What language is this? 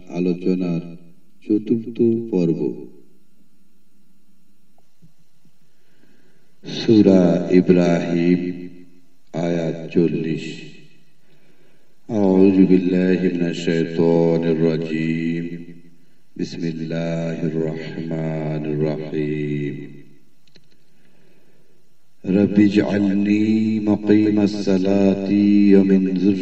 Bangla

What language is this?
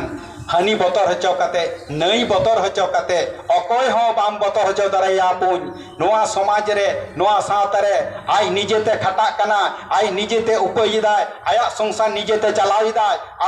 Santali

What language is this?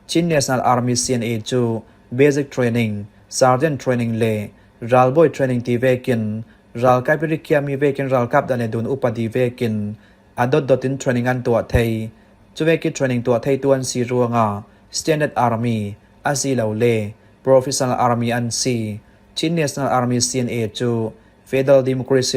Falam Chin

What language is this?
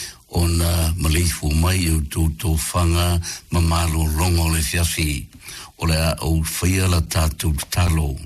Samoan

